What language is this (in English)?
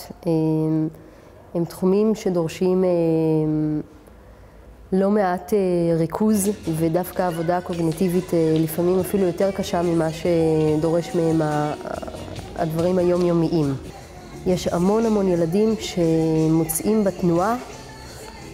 Hebrew